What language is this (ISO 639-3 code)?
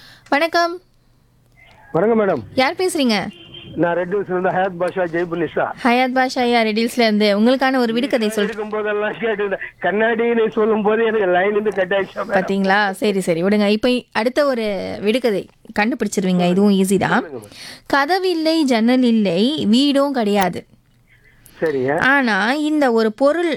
tam